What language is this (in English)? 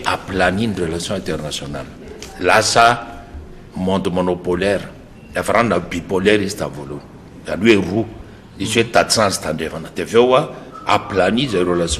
Malagasy